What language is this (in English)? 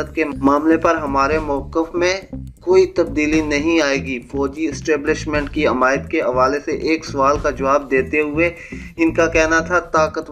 Urdu